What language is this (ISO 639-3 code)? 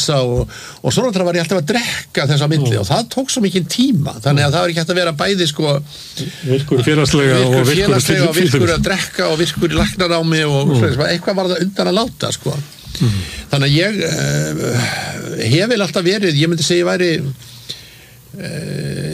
isl